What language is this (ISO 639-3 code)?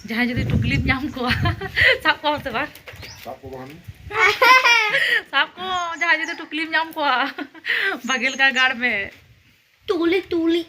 sat